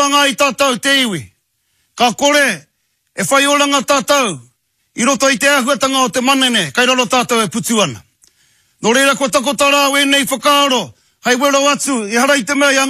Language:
Māori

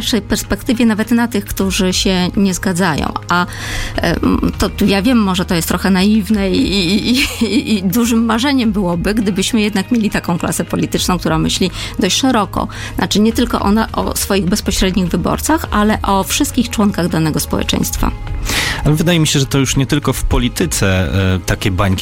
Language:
Polish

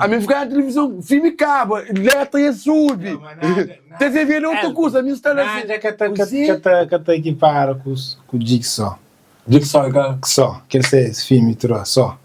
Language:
Kabuverdianu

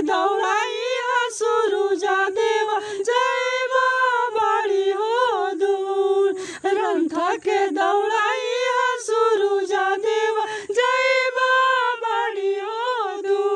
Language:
Magahi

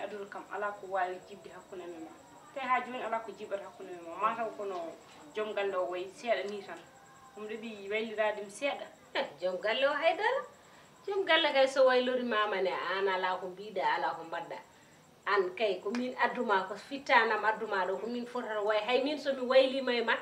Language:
Fula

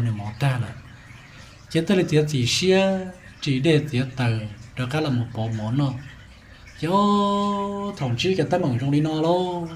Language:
Hmong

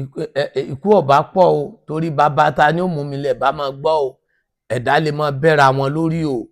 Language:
Yoruba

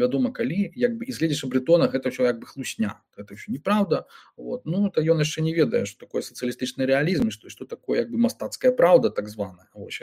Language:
Belarusian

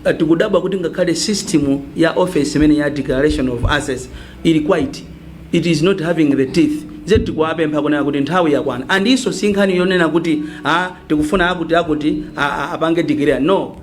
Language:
Nyanja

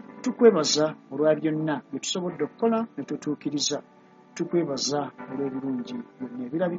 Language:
Ganda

